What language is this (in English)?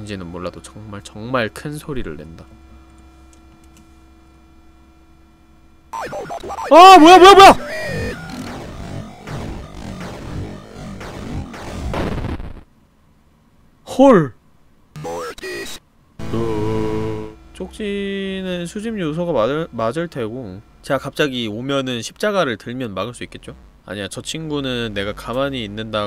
Korean